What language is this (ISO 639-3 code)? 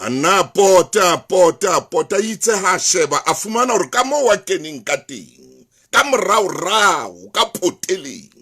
sot